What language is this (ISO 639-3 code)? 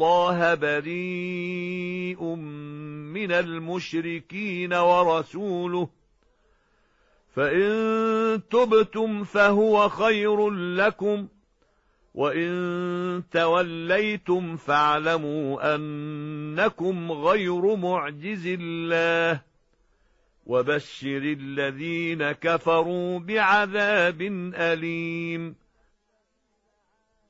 ara